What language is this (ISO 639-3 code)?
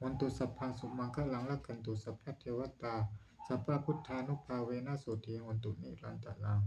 pli